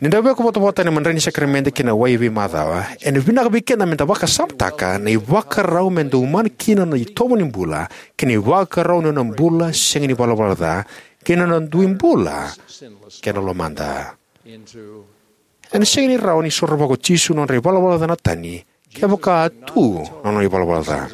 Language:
Fijian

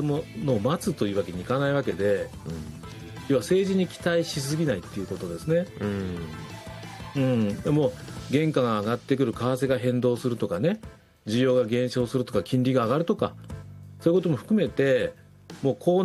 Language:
Japanese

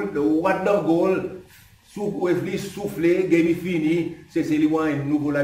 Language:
Seselwa Creole French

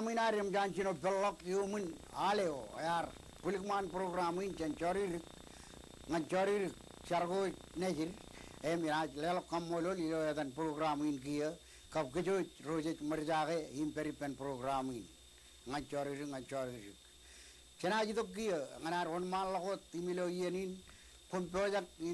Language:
Marshallese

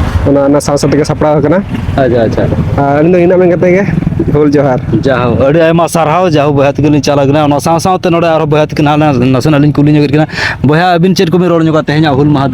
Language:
Santali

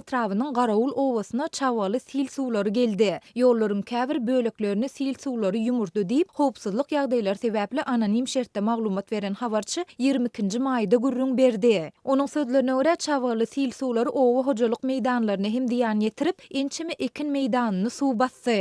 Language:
Turkmen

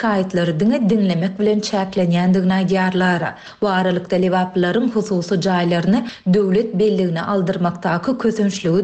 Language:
Turkmen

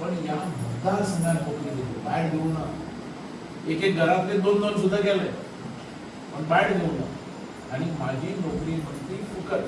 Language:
Konkani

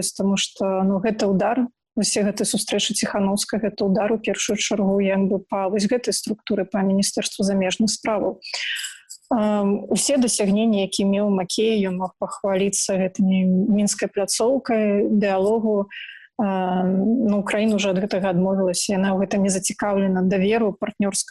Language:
Belarusian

